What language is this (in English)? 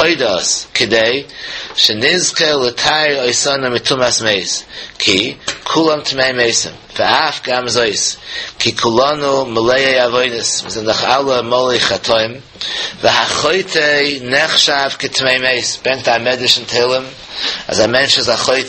Yiddish